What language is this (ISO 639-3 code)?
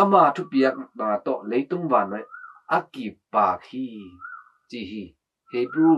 ctd